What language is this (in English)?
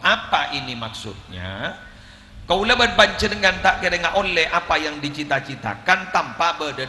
Madurese